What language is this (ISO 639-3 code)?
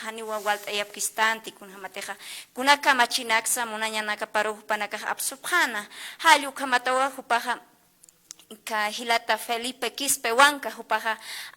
aym